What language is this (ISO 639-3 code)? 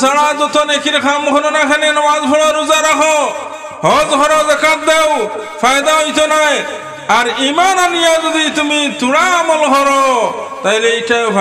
syl